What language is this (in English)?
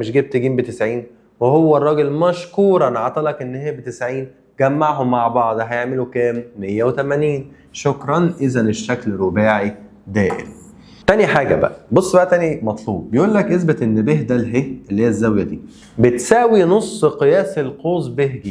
Egyptian Arabic